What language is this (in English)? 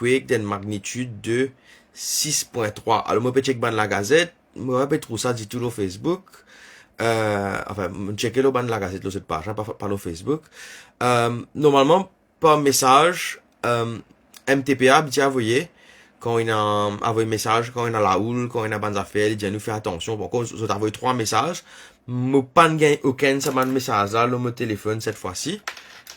Morisyen